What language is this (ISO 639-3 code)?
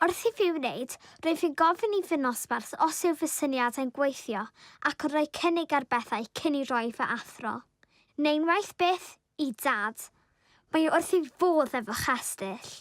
cym